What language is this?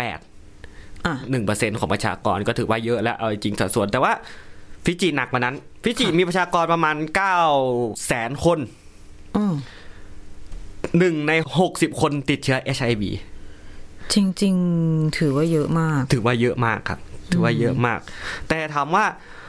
Thai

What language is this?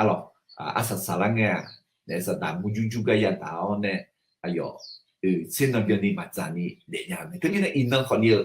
Akha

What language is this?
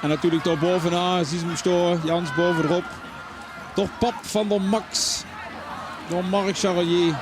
Limburgish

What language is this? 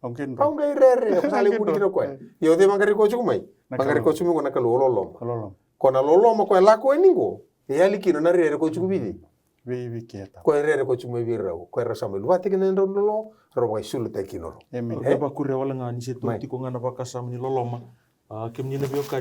Fijian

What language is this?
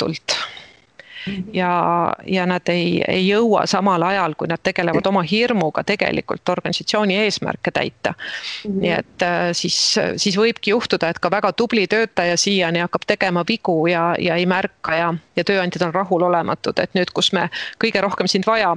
Estonian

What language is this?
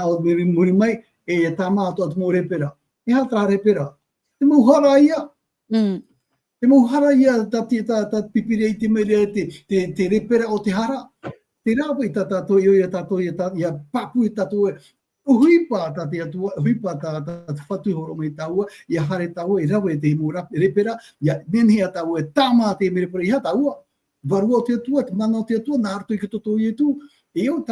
Tahitian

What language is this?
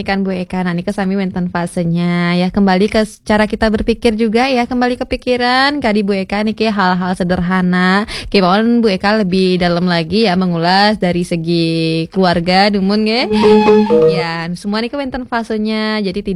Balinese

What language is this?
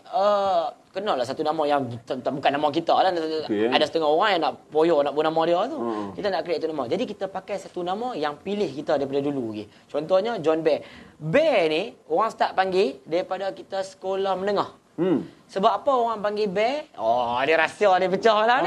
Malay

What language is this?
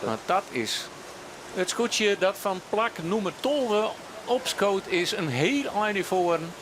Western Frisian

